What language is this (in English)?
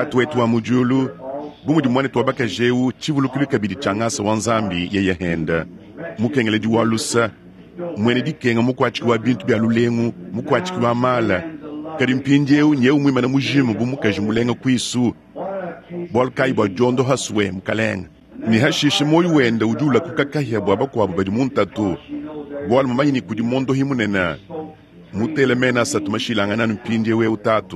Luba-Lulua